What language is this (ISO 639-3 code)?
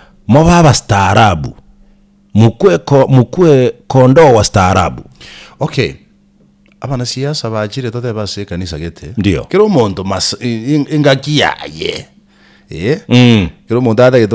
guz